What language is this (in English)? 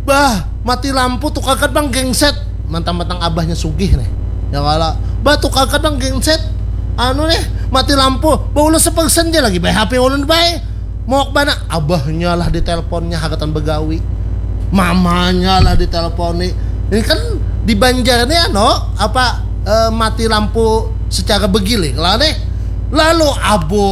Banjar